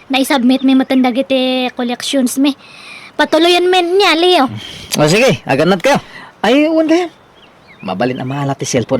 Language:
Iloko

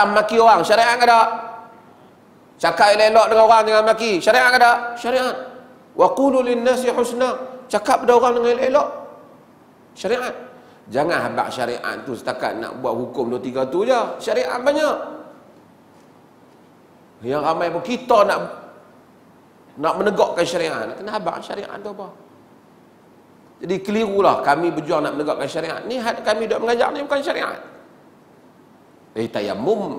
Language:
Malay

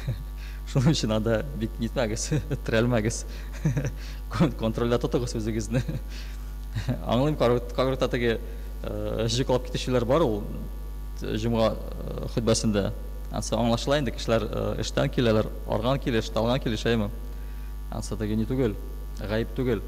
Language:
Tatar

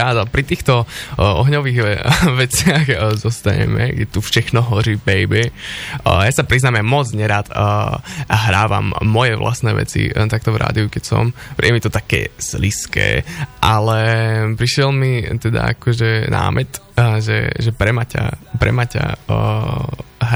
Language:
Slovak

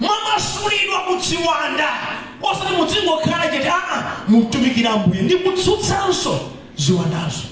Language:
Nyanja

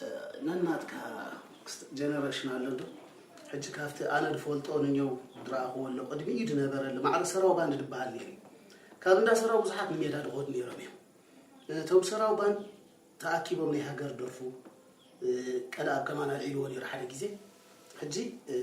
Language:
Tigrinya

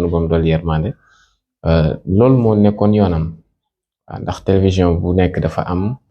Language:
Wolof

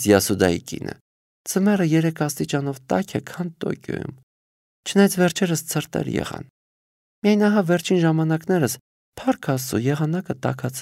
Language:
Armenian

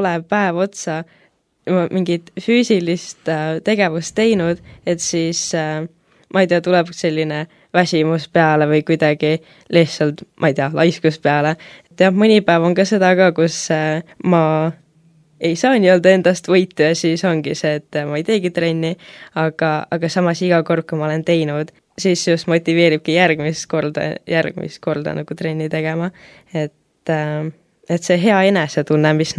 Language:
Estonian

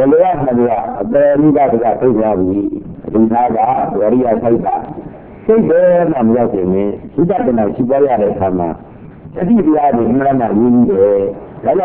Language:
Burmese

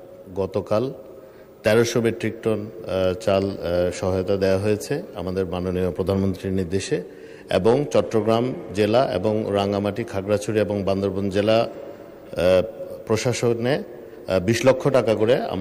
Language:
Bangla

